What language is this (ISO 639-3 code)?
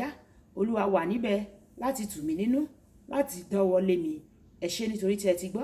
yor